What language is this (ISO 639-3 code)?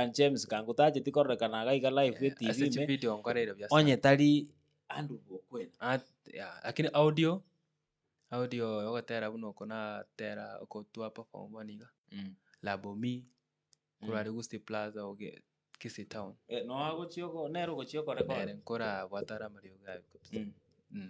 guz